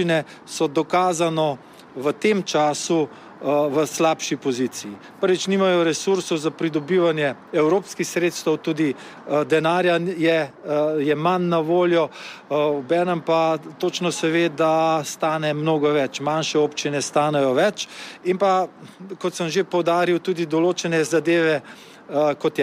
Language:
Slovenian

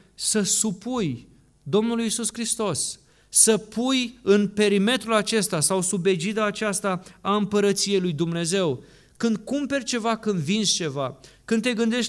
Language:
Romanian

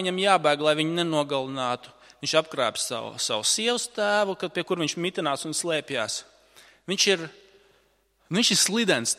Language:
Latvian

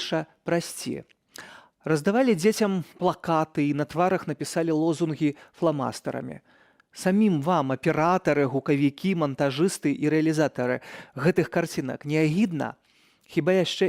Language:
Belarusian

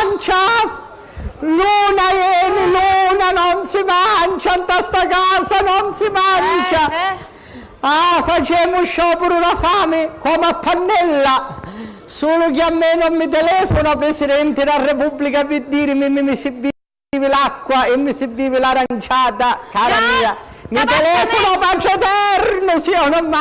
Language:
Sicilian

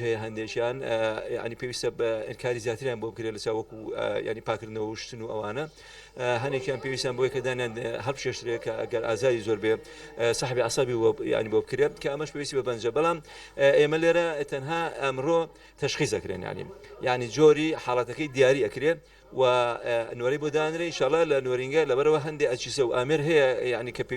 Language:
Central Kurdish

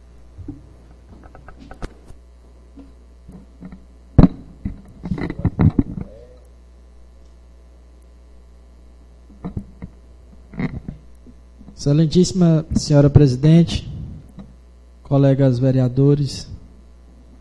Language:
Portuguese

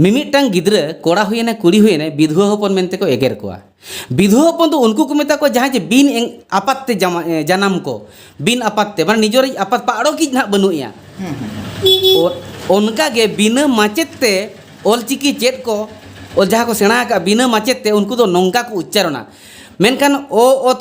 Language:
Santali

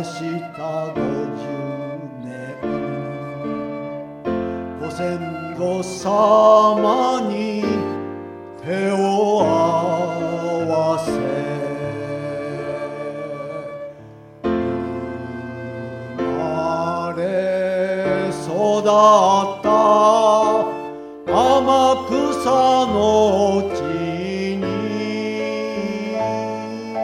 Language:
Japanese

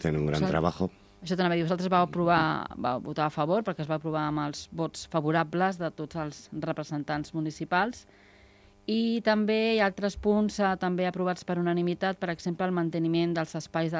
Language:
Catalan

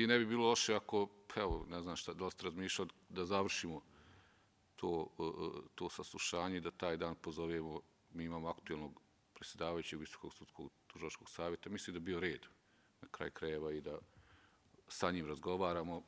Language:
Croatian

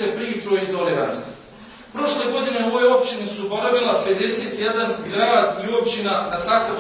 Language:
Bosnian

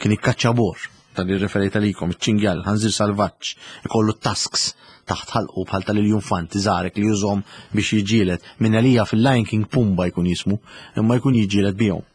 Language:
Maltese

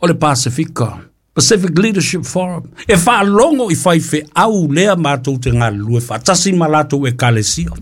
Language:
Samoan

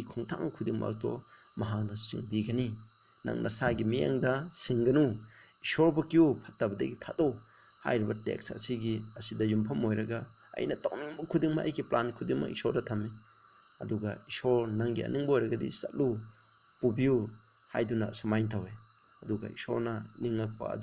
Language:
Manipuri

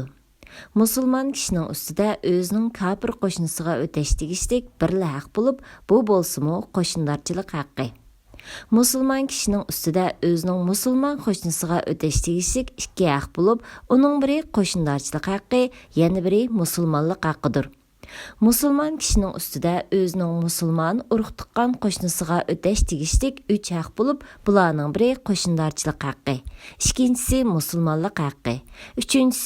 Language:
Uyghur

